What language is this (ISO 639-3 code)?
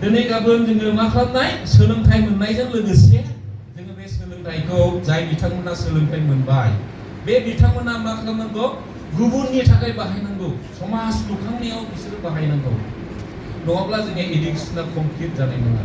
brx